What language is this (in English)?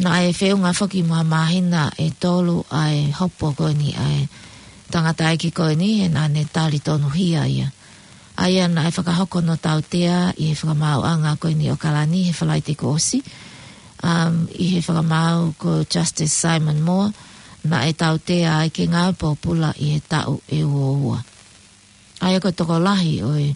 Tongan